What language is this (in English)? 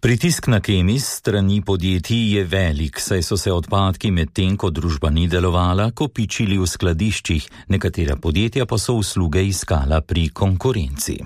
Slovenian